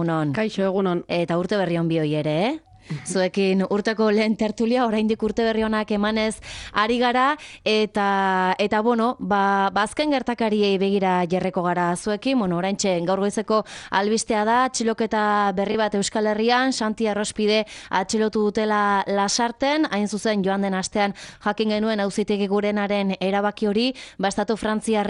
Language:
Basque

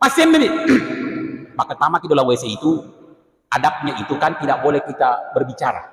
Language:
Buginese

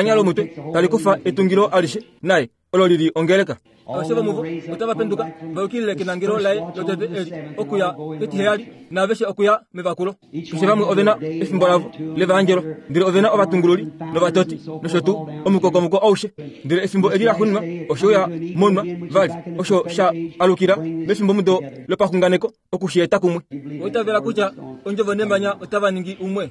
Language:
Kuanyama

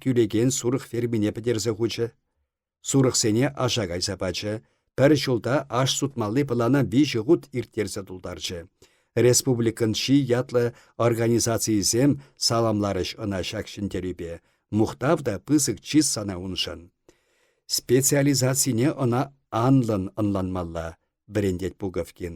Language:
Chuvash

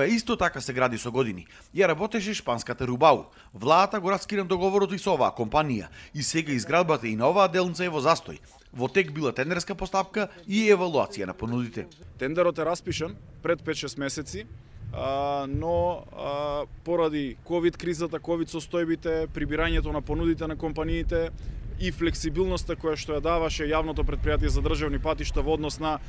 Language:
Macedonian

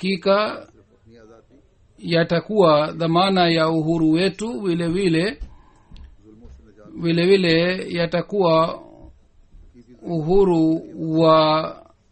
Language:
Swahili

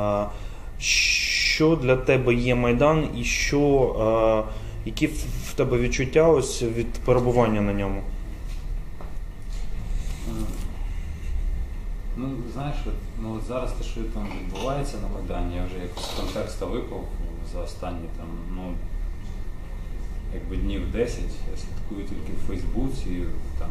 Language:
Ukrainian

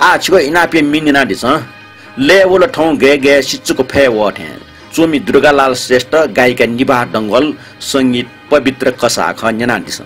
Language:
Newari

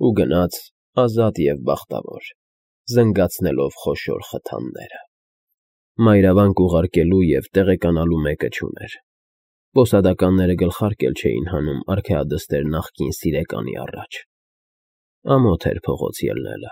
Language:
Armenian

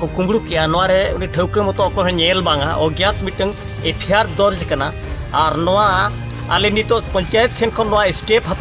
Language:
Santali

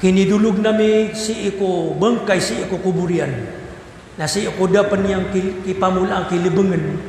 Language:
Maranao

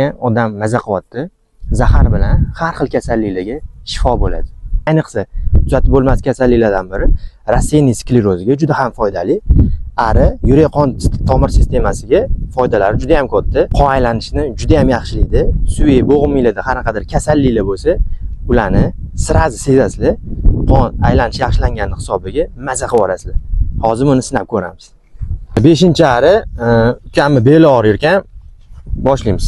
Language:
Uzbek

